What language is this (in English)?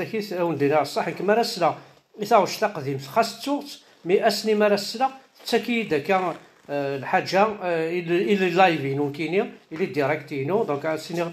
Kabyle